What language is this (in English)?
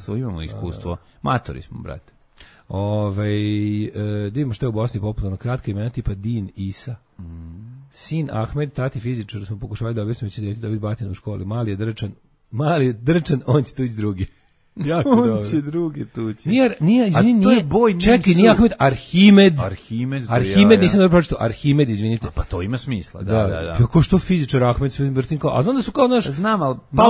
Serbian